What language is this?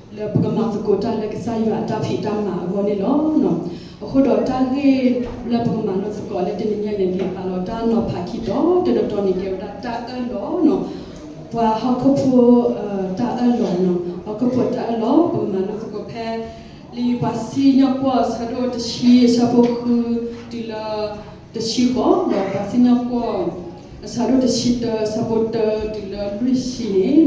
S'gaw Karen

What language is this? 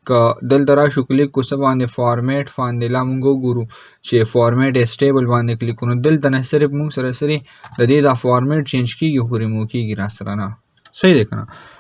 Pashto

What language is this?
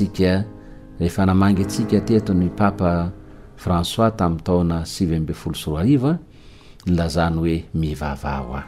Malagasy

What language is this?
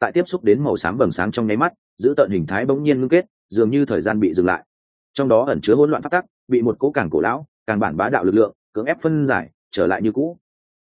Vietnamese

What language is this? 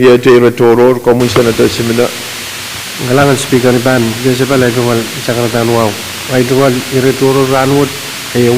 Pohnpeian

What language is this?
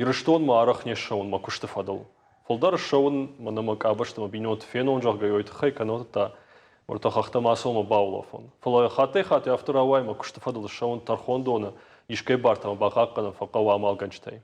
Ossetic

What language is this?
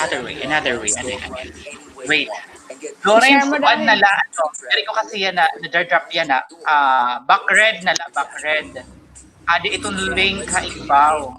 Waray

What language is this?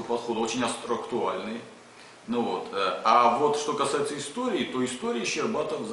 Russian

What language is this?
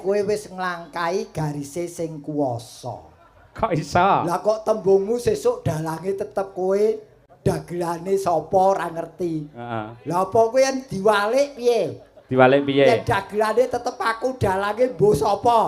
Javanese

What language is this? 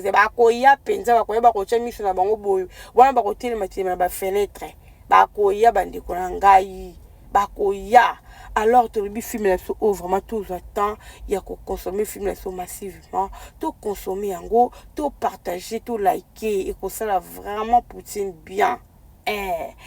Lingala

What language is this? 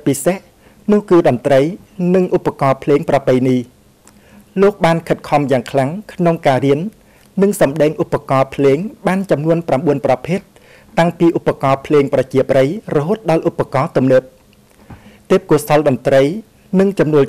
Khmer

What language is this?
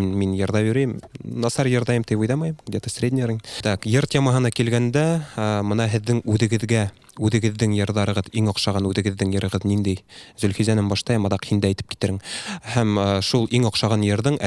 Bashkir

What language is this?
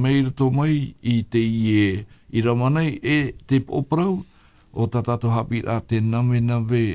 Tahitian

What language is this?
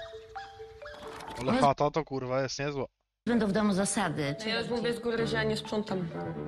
Polish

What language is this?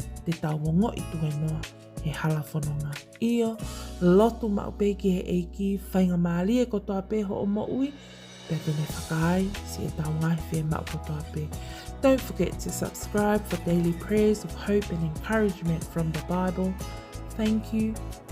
Tongan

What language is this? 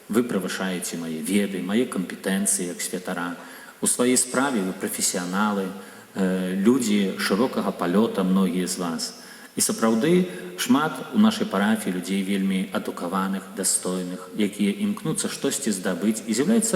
Belarusian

